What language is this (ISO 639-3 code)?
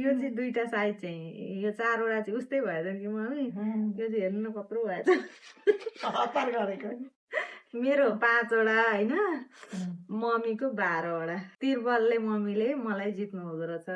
nep